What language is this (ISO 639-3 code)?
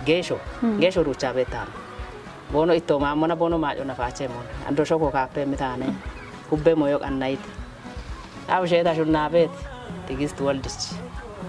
kbr